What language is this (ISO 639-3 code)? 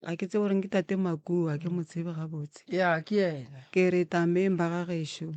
nso